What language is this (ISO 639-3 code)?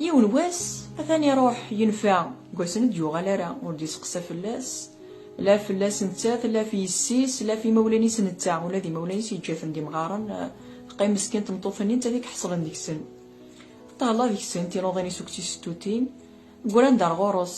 kab